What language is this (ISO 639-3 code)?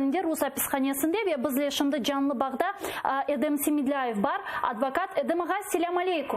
crh